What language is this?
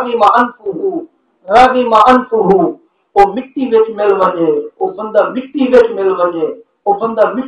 Saraiki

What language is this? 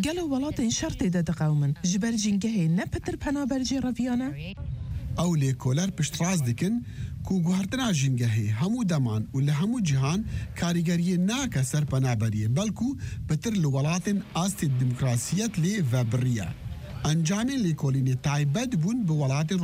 Kurdish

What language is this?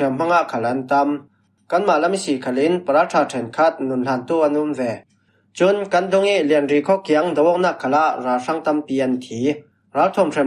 Falam Chin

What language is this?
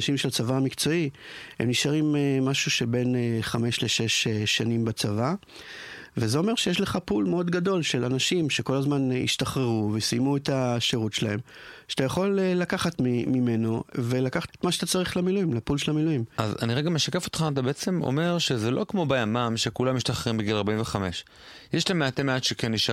Hebrew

